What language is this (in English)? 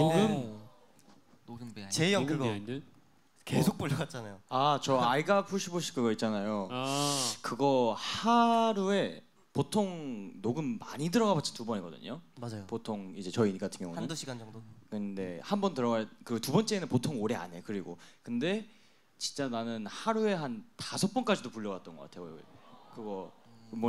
Korean